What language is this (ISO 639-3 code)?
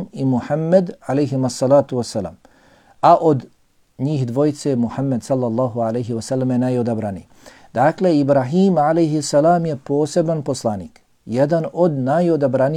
bos